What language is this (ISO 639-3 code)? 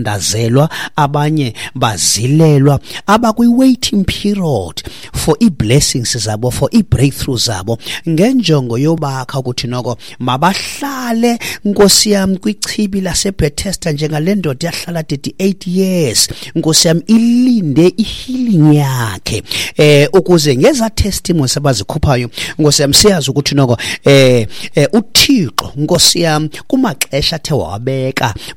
xho